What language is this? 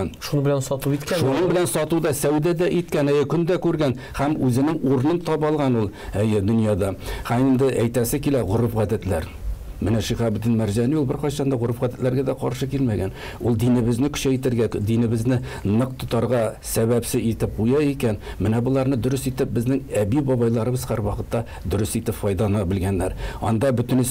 Tatar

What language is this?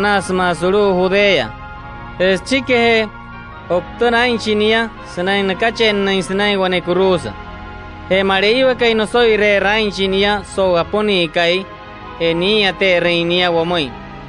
Wayuu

